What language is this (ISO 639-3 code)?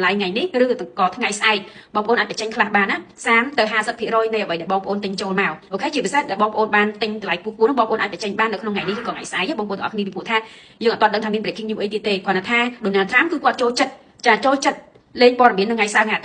khm